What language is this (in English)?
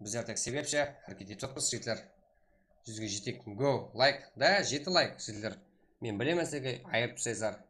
Kara-Kalpak